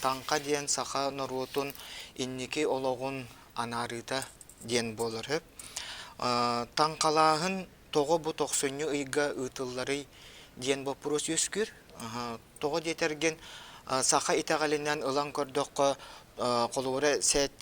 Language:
Yakut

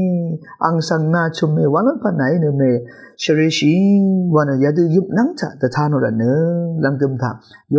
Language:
Rawang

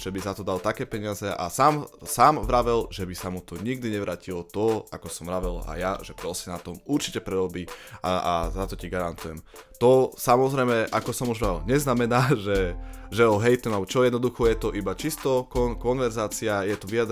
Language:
Slovak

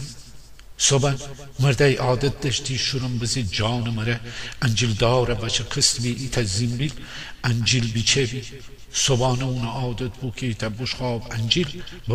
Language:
Gilaki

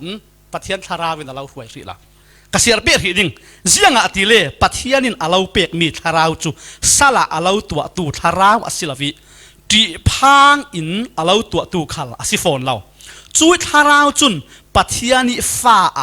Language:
Falam Chin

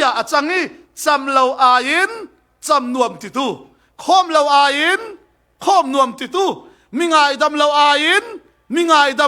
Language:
Falam Chin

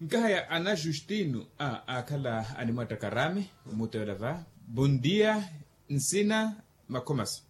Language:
Makhuwa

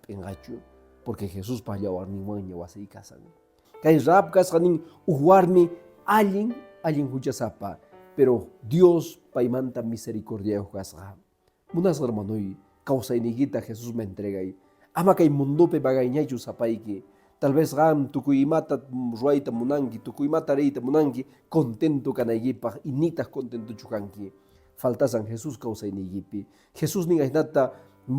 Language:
Quechua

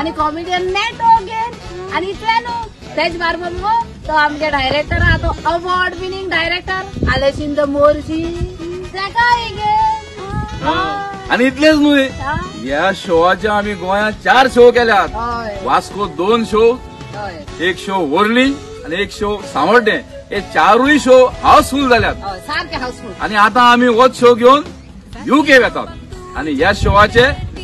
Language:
Konkani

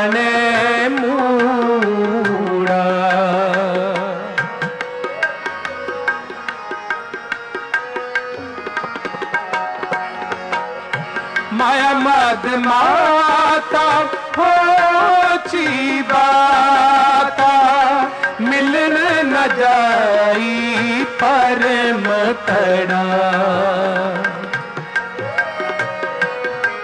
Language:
Punjabi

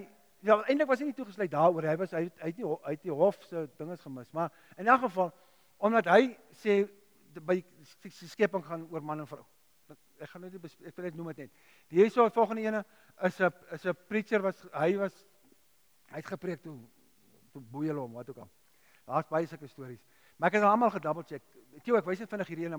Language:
Afrikaans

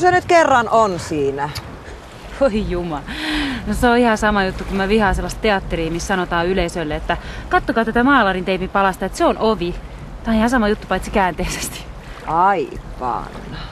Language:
Finnish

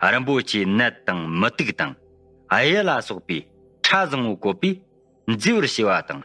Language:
Tibetan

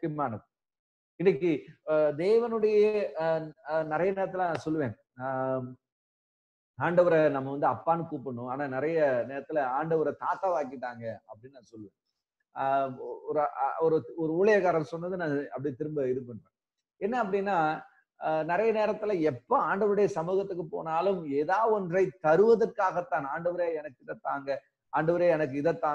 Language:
Tamil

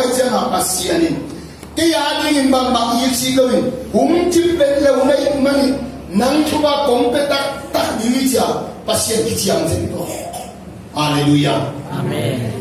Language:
Tedim Chin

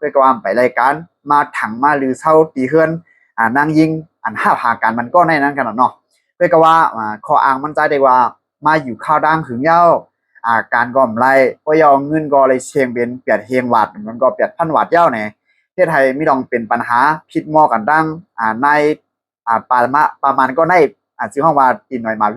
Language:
Shan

